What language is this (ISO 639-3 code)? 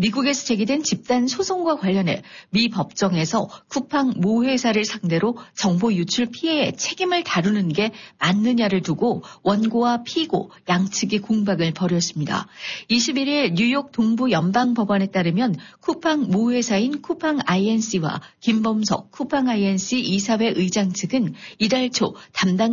kor